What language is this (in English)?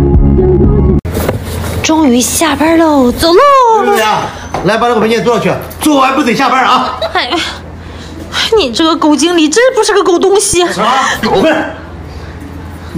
Chinese